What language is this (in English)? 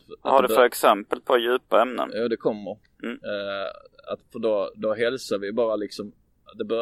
Swedish